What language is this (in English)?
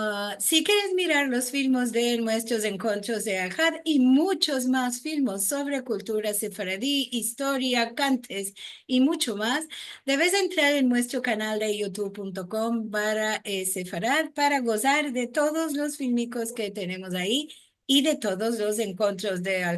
Ladino